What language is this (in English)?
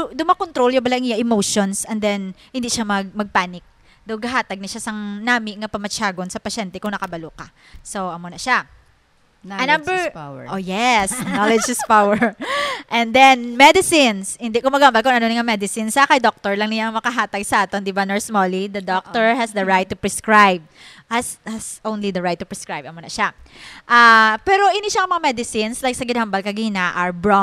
Hiligaynon